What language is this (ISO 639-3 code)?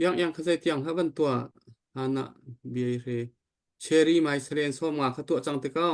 cnh